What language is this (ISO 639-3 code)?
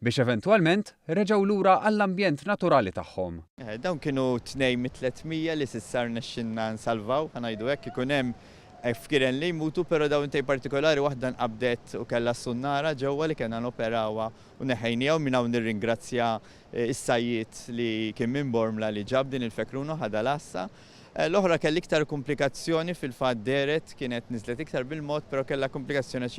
mlt